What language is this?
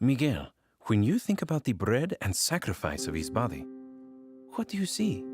Tahitian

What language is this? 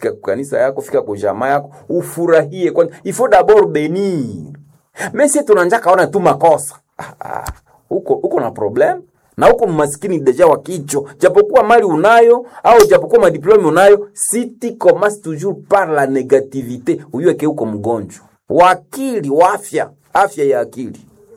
Swahili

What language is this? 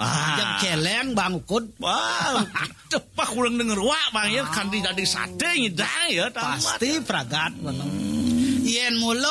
Balinese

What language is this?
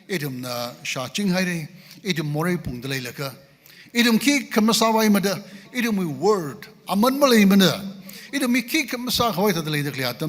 Tangkhul Naga (India)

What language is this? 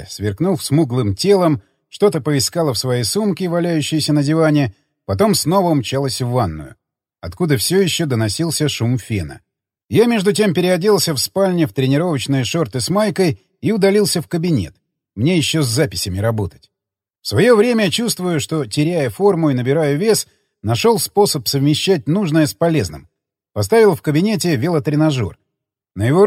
Russian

